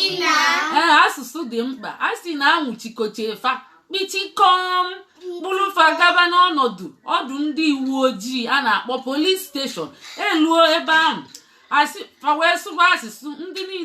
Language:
Igbo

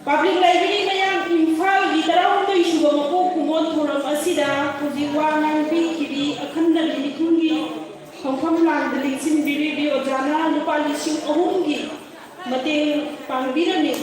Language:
Manipuri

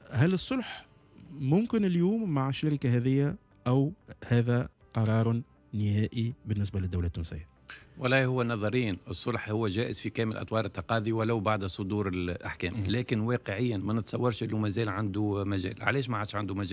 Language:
Tunisian Arabic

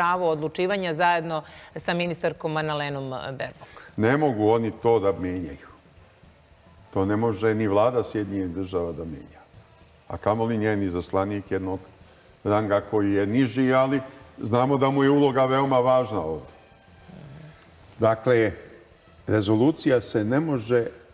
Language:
Serbian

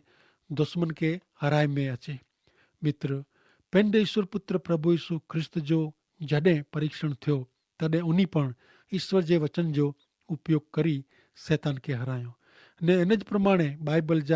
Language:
Kachhi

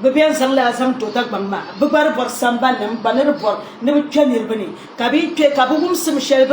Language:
Dagbani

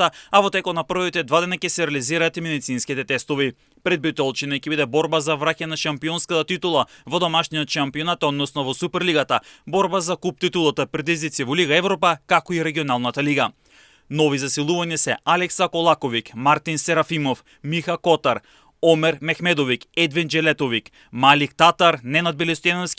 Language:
Macedonian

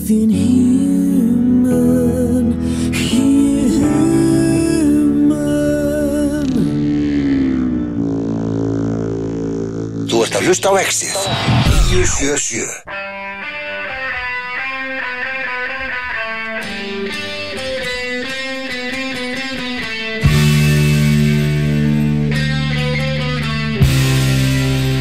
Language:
Icelandic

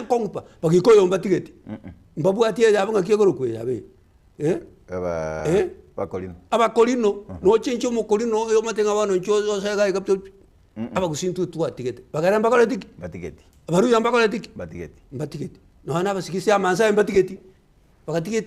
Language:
Gusii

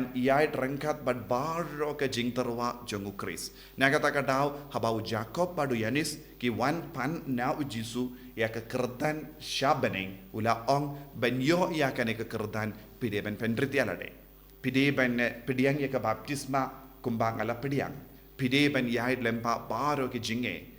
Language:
Khasi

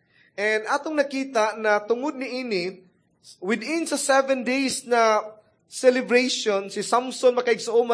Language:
Cebuano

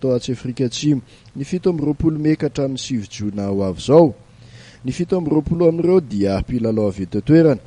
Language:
Malagasy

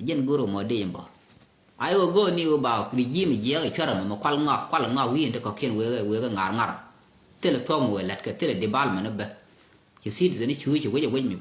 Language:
Nuer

